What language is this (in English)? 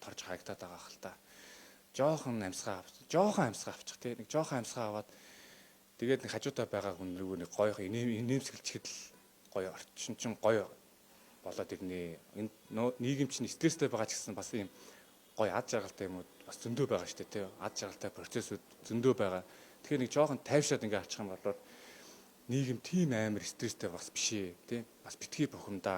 Mongolian